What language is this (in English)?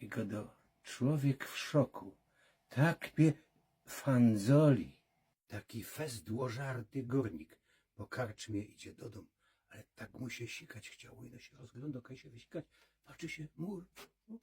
Silesian